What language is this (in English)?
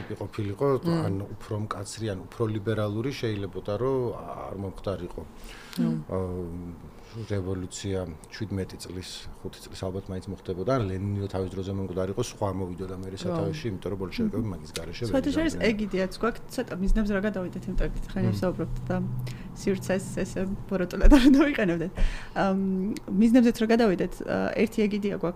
Georgian